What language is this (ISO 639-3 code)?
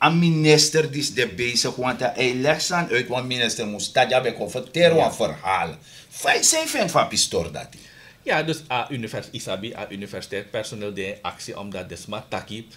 srn